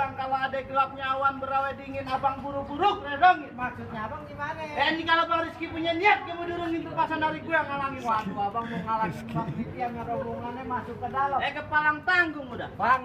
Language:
Betawi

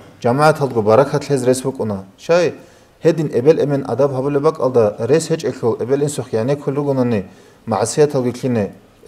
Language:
Avaric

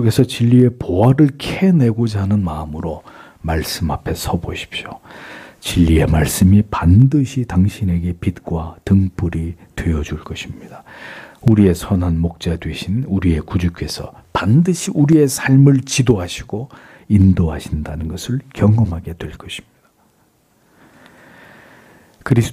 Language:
Korean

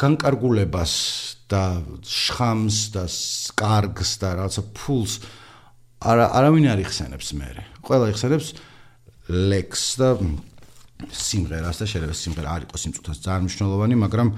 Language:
Georgian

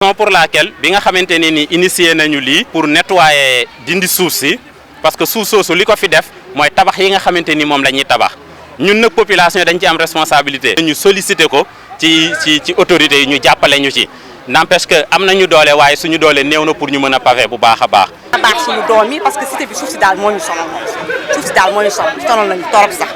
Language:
Wolof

